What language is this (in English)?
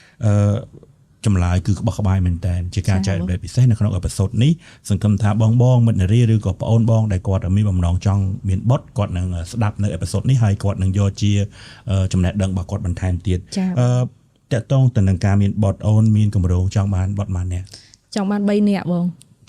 Khmer